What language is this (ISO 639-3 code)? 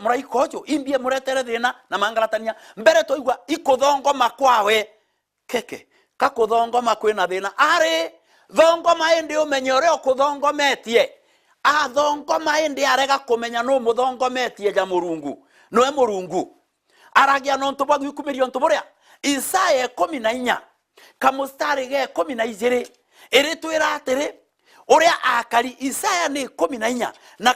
mer